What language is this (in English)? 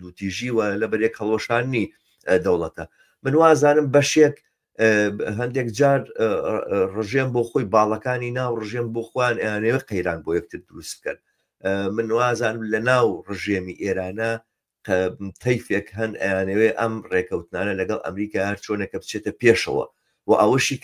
Central Kurdish